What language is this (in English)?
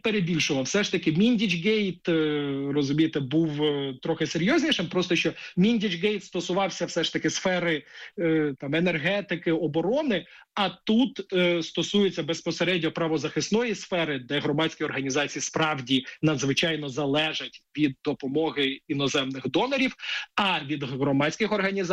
Ukrainian